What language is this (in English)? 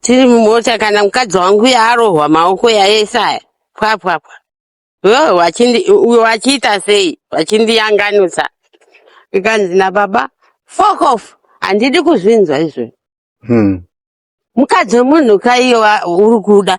Shona